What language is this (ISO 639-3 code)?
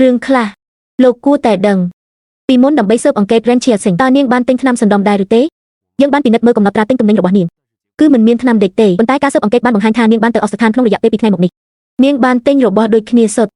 khm